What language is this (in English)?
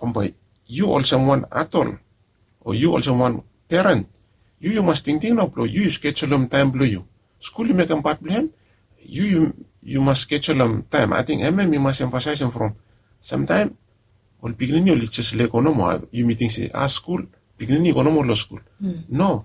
Bislama